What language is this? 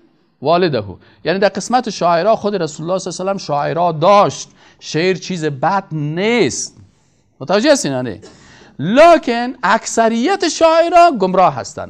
Persian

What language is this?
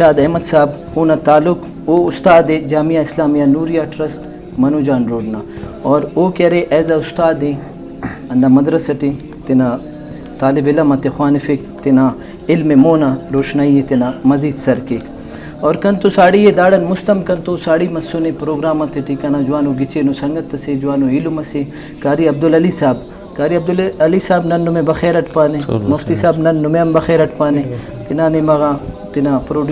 Brahui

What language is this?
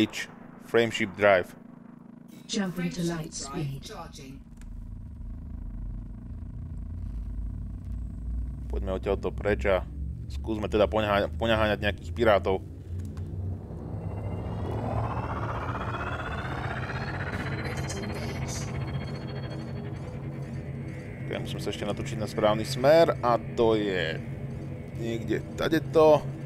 Slovak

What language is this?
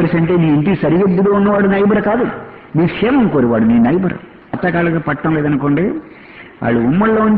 Telugu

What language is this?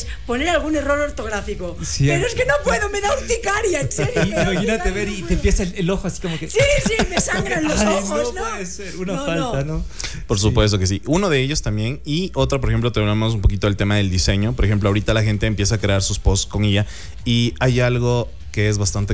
Spanish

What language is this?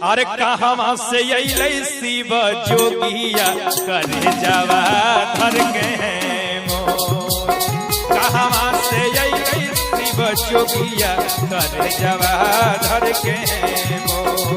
Magahi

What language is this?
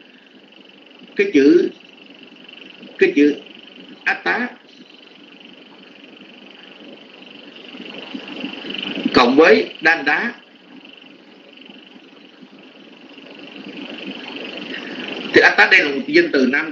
Vietnamese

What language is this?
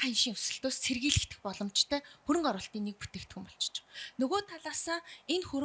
Mongolian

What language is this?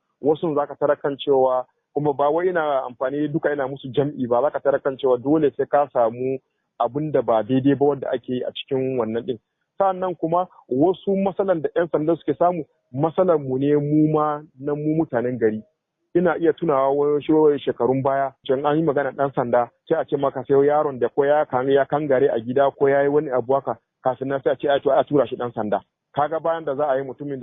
Hausa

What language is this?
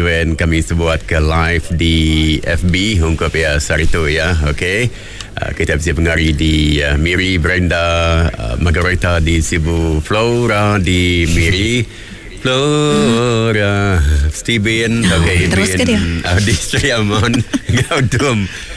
Iban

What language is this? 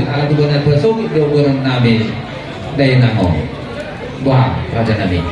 Batak Toba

